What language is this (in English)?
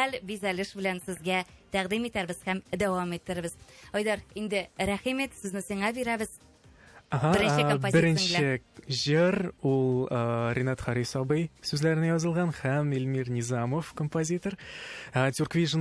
Tatar